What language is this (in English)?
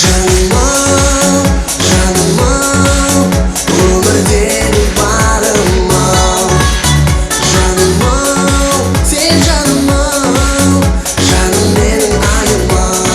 Kara-Kalpak